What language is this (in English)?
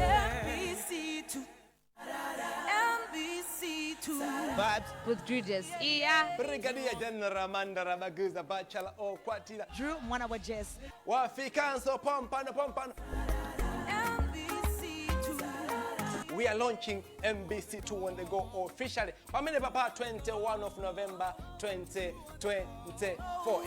Nyanja